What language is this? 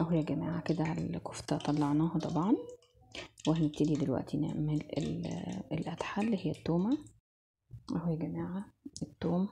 Egyptian Arabic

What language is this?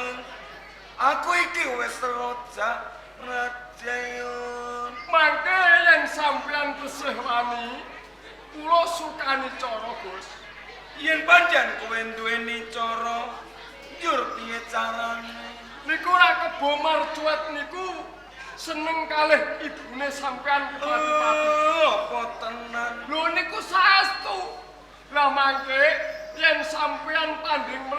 Javanese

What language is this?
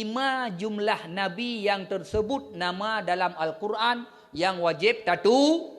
Achinese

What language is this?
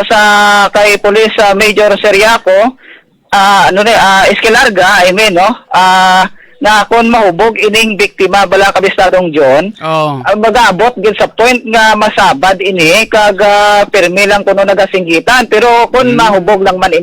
Hiligaynon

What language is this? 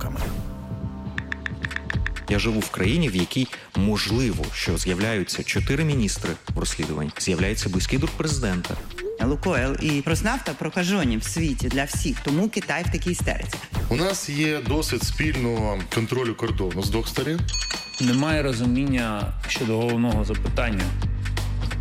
Ukrainian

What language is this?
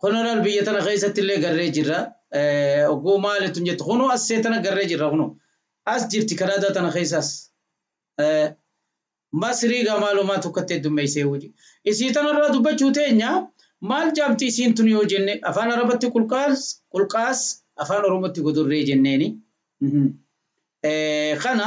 Oromo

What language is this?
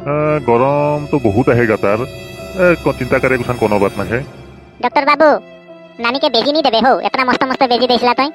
Sadri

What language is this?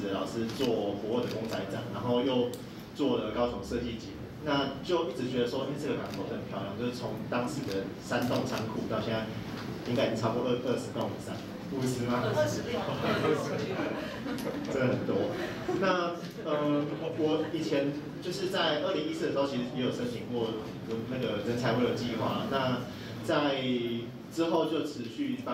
Chinese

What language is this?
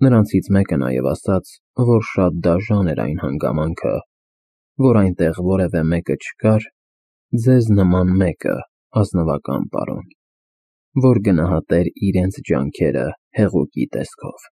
Armenian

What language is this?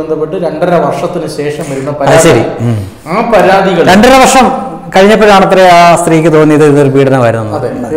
Malayalam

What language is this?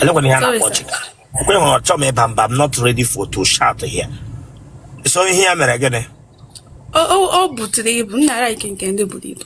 Igbo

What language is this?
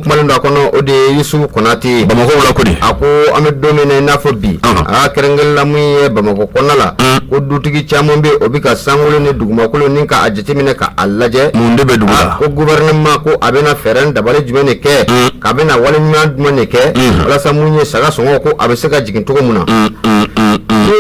Bambara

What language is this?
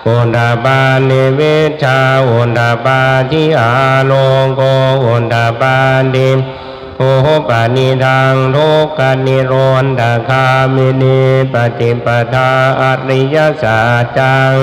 Pali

